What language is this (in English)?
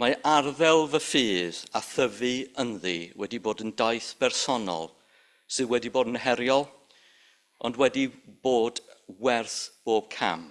Welsh